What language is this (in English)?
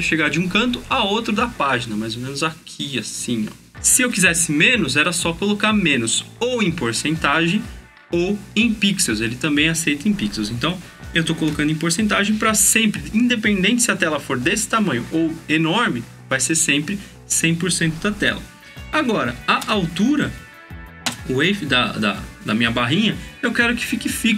Portuguese